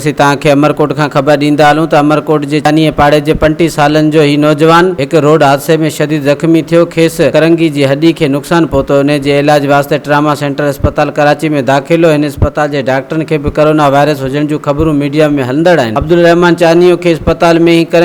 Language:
Sindhi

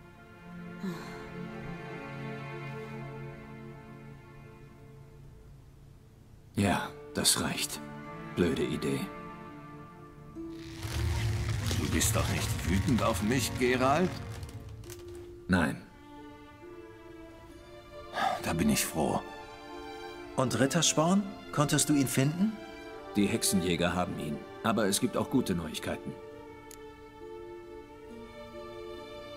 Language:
German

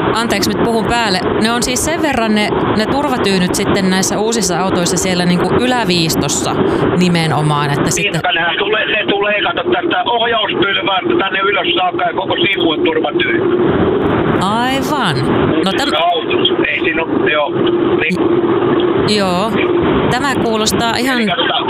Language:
Finnish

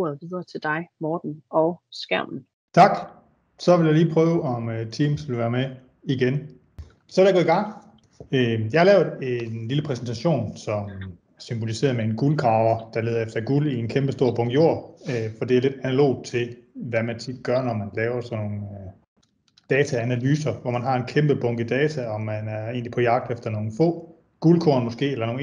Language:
Danish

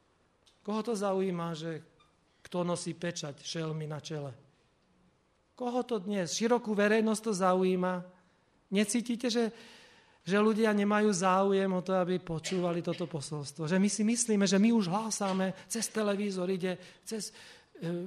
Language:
Slovak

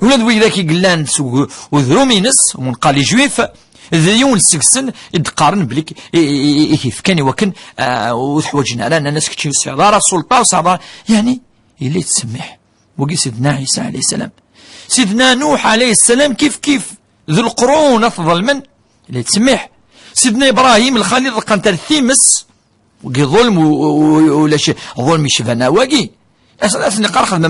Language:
Kabyle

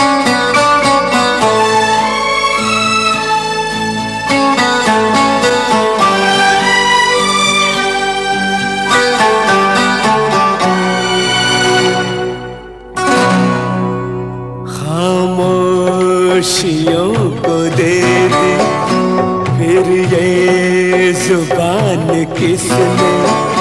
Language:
Hindi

